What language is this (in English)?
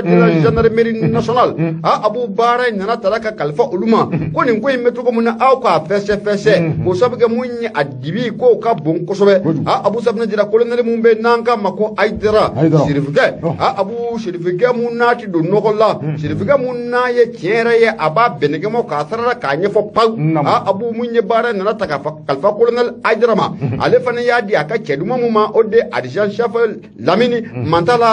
Bambara